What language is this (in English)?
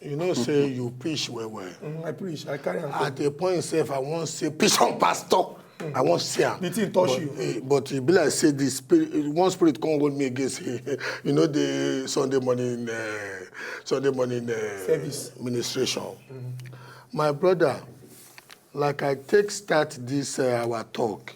Nigerian Pidgin